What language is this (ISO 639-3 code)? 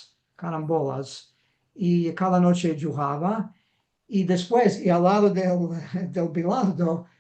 lad